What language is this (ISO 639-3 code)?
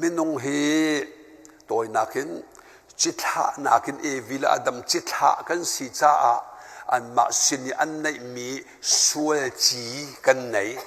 cnh